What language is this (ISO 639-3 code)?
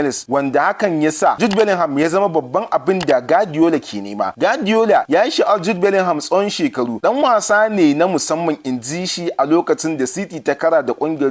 hau